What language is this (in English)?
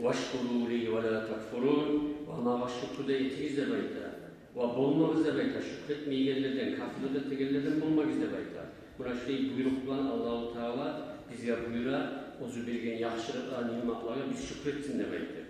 Kumyk